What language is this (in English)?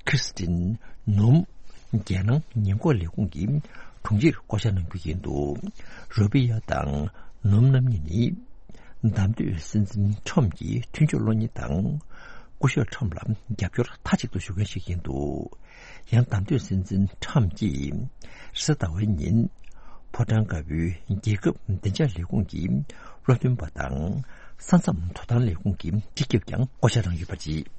Tibetan